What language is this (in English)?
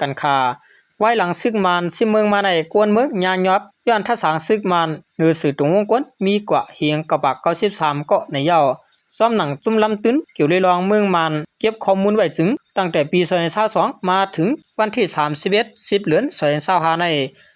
Shan